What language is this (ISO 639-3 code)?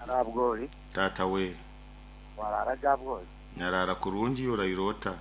nyo